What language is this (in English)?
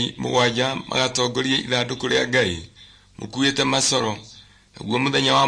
Kikuyu